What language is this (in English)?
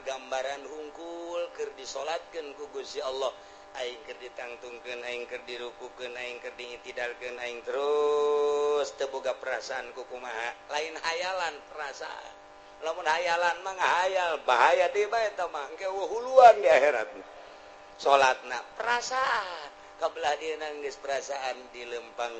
Sundanese